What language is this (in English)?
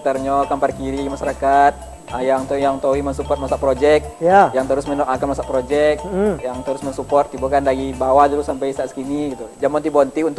Minangkabau